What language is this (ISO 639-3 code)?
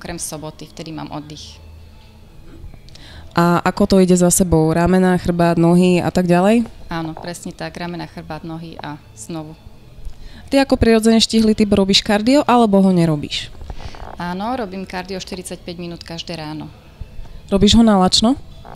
slk